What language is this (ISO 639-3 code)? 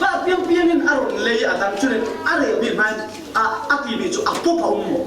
cfm